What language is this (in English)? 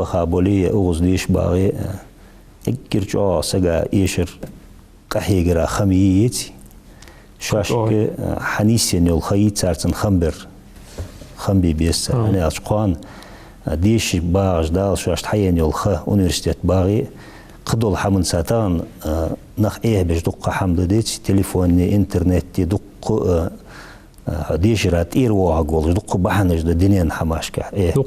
Ingush